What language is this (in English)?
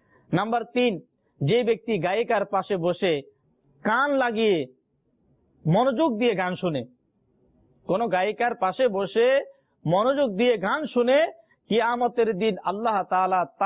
Bangla